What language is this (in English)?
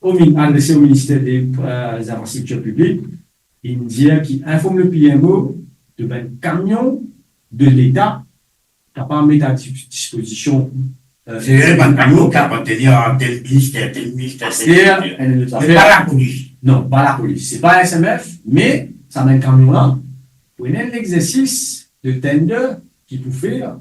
Morisyen